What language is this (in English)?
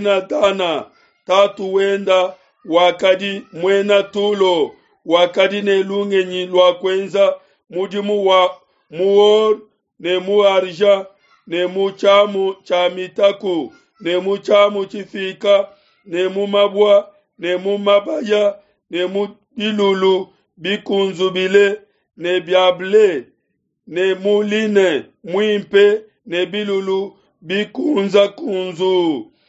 Luba-Lulua